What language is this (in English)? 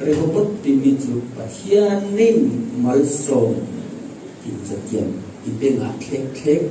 Falam Chin